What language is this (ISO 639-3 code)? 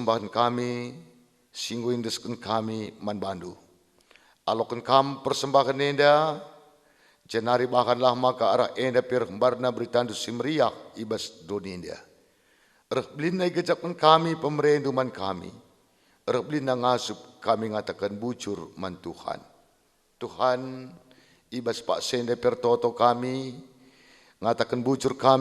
btx